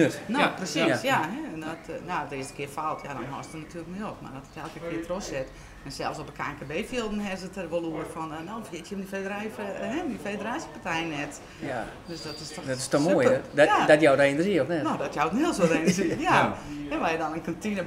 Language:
Dutch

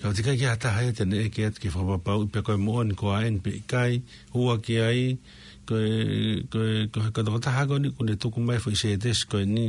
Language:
Tongan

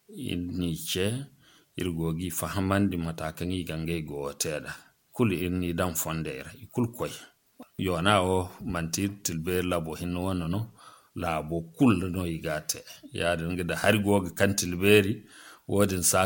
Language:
Zarma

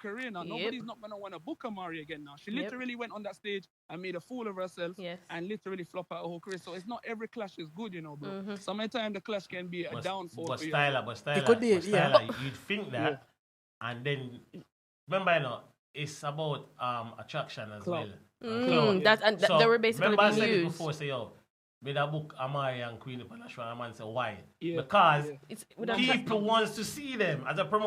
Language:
Jamaican Creole English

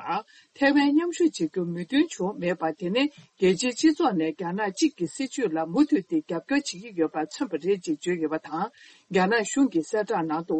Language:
Tibetan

